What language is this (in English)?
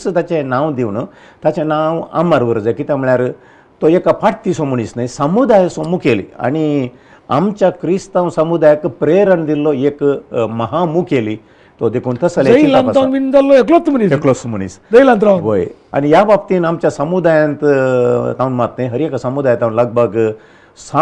Konkani